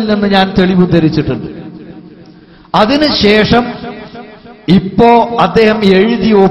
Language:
Malayalam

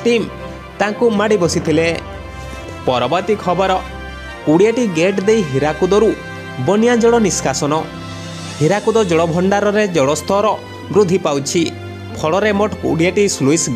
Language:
Odia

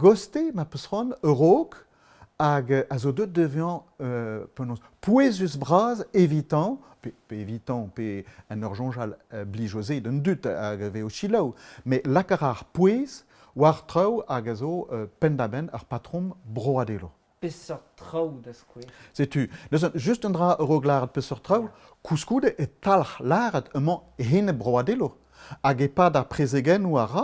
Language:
Breton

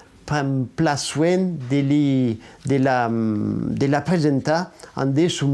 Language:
Occitan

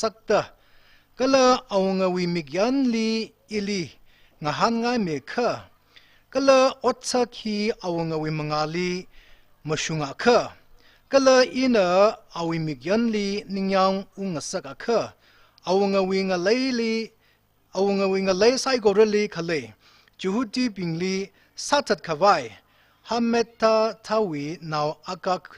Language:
Tangkhul Naga (India)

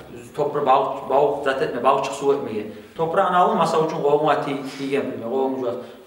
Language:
Kumyk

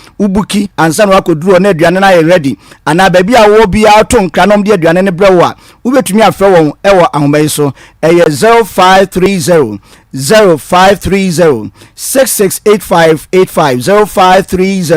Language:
Akan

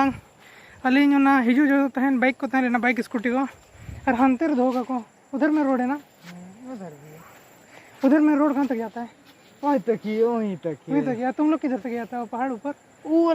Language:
Santali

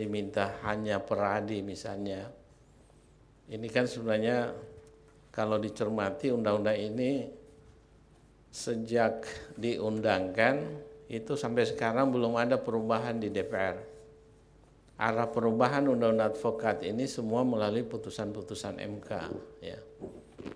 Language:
Indonesian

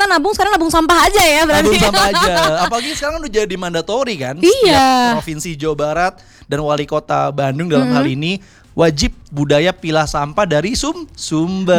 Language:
Indonesian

